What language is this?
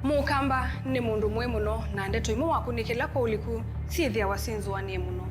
Kamba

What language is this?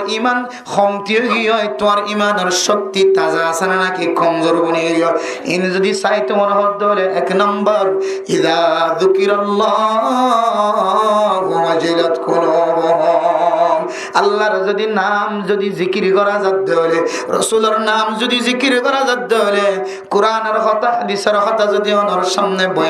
Rohingya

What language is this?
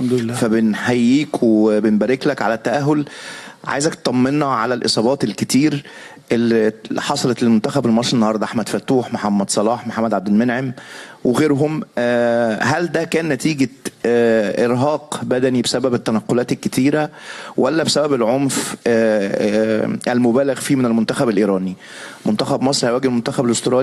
Egyptian Arabic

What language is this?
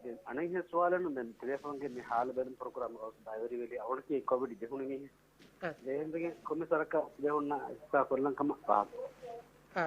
Divehi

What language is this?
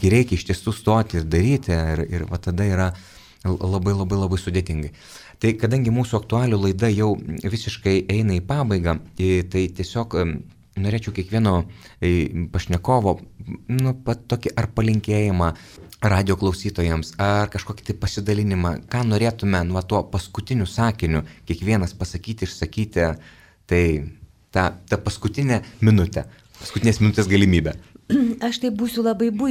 Lithuanian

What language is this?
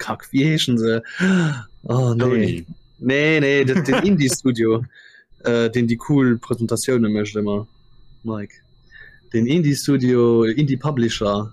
Luxembourgish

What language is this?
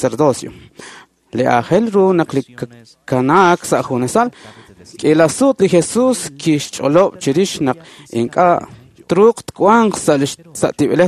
Kekchí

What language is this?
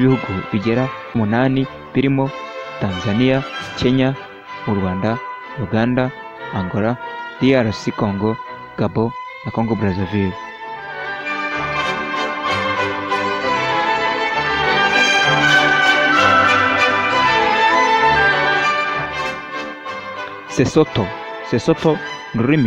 Kinyarwanda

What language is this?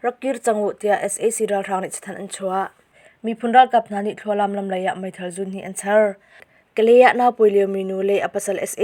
Hakha Chin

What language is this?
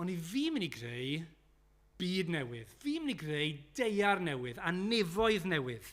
Welsh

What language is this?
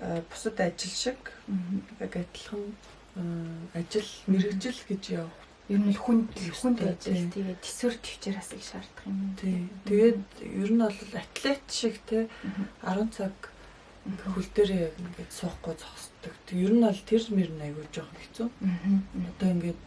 Mongolian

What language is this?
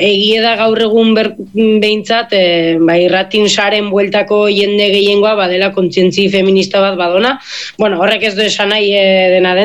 Basque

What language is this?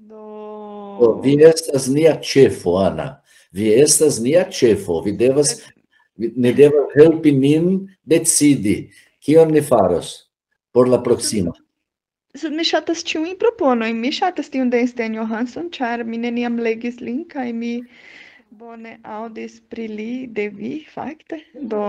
Esperanto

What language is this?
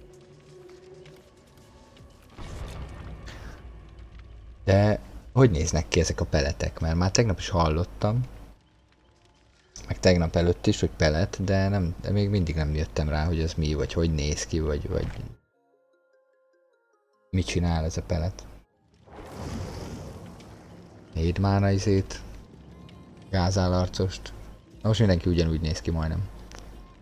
Hungarian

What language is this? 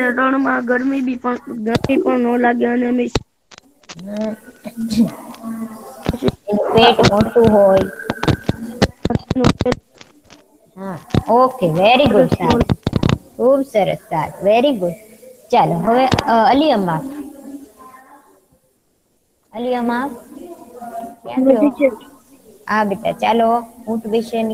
Gujarati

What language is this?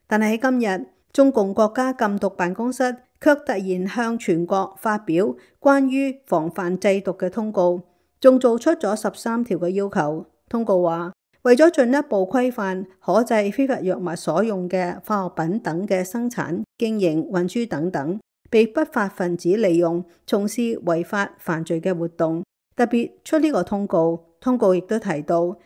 Cantonese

